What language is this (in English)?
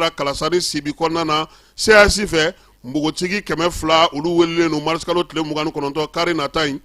Bambara